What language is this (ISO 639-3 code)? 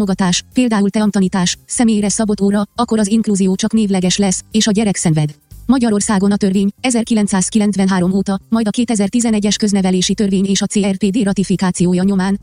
hun